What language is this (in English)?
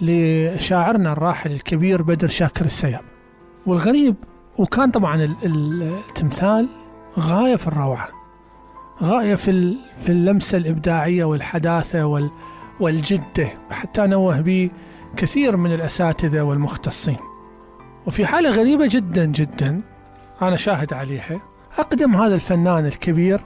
Mesopotamian Arabic